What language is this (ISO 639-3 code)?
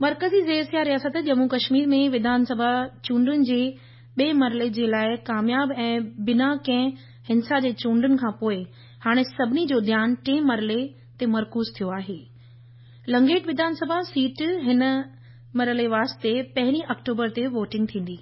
snd